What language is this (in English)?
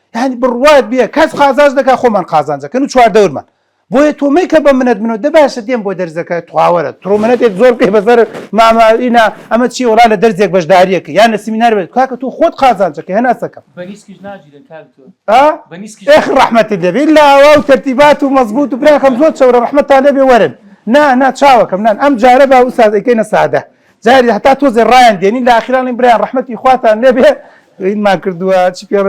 Central Kurdish